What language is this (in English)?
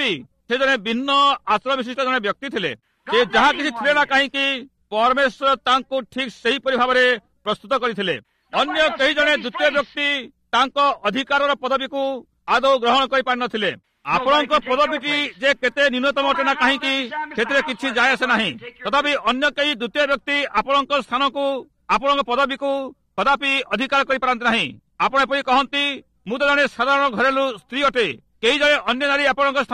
Odia